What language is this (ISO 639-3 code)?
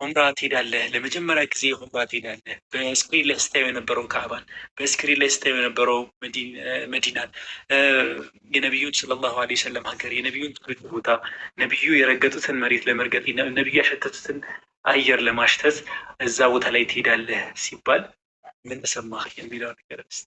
amh